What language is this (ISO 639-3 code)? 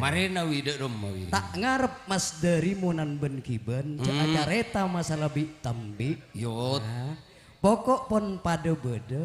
mad